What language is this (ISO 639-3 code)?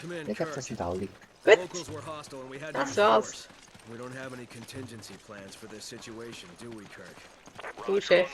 gsw